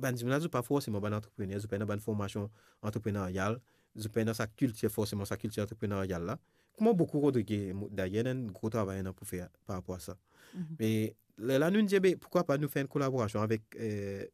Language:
Morisyen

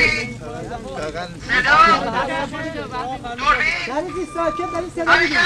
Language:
Persian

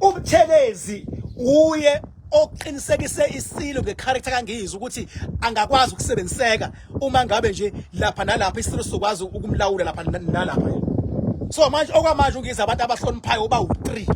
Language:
Zulu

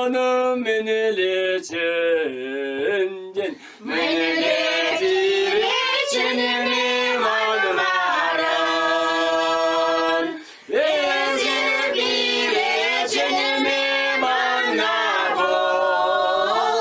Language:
Chuvash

